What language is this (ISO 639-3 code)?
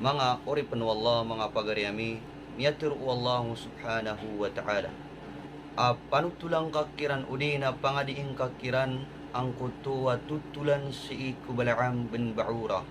mrw